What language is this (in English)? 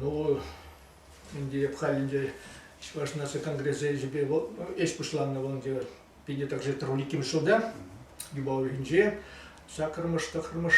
Chuvash